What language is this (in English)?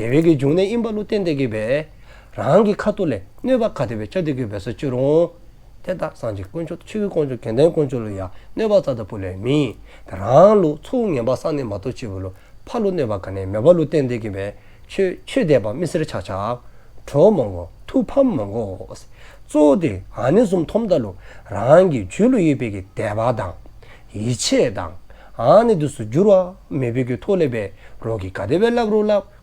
Dzongkha